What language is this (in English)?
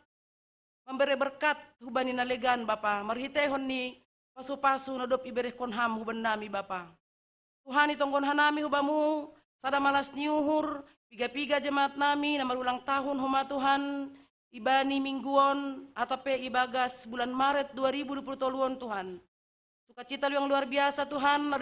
Batak Simalungun